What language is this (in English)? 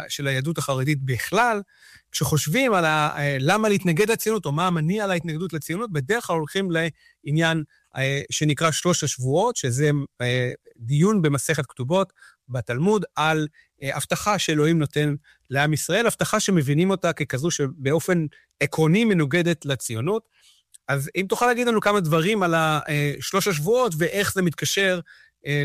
Hebrew